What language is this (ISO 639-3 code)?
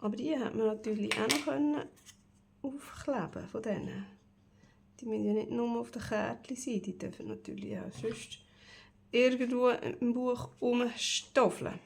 gsw